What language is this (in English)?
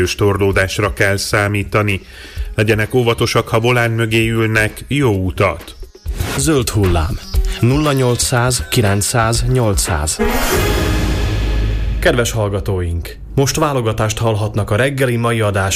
Hungarian